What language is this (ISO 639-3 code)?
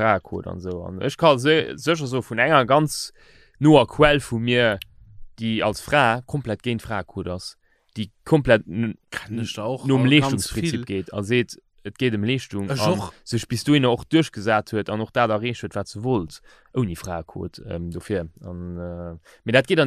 ltz